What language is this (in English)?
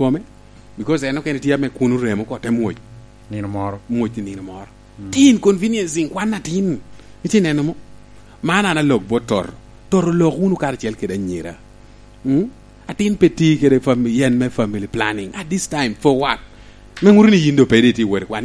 Lango (Uganda)